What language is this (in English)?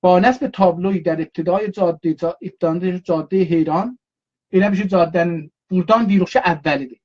South Azerbaijani